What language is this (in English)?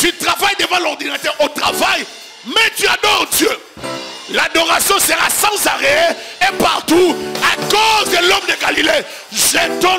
French